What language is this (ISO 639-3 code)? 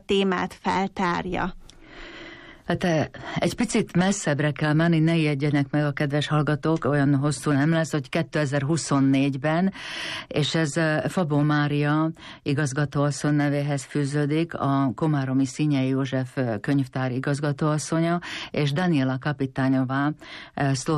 hun